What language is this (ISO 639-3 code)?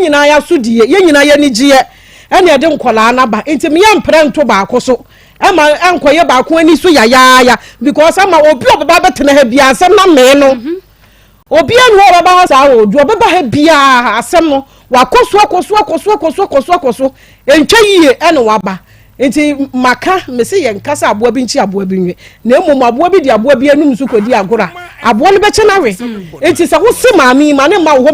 aka